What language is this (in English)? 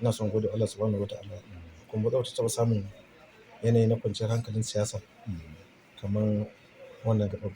Hausa